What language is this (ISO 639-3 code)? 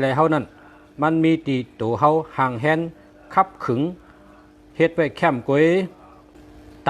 shn